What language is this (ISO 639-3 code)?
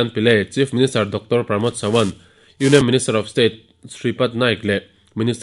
lus